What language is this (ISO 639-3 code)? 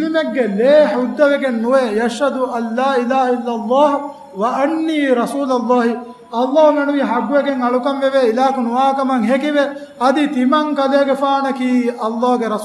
div